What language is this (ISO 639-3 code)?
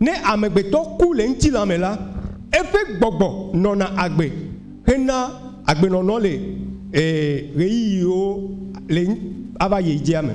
ewe